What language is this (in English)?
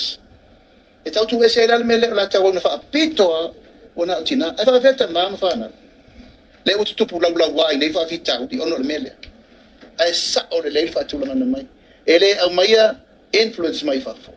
Samoan